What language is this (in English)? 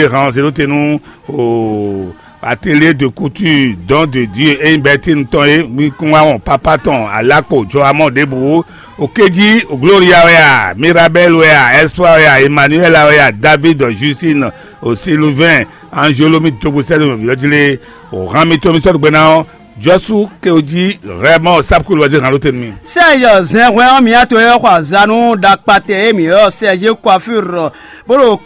Fon